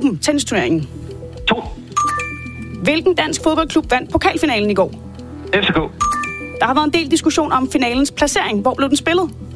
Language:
Danish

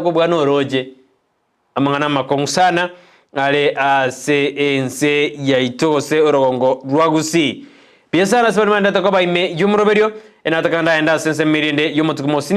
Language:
Gusii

